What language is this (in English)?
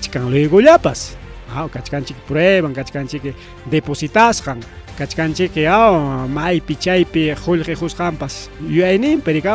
Ayacucho Quechua